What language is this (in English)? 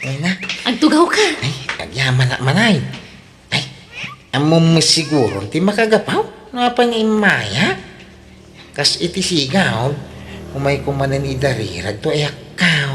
Iloko